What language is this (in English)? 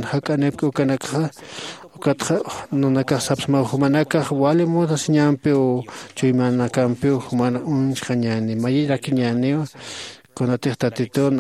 Aymara